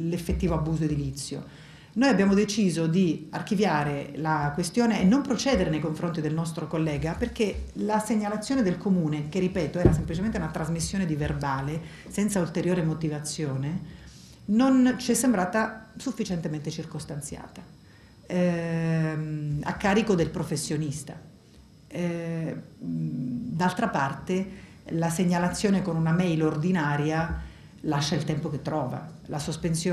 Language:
Italian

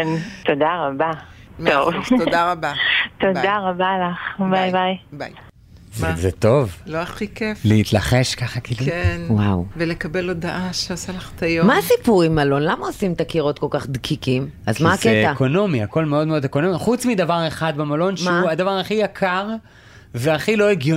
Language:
Hebrew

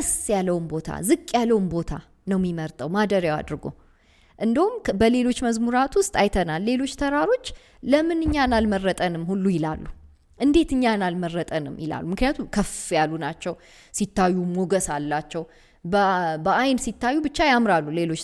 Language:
Amharic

